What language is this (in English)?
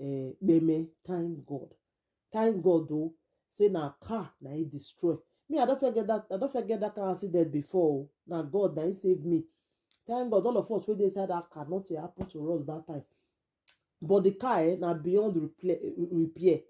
Nigerian Pidgin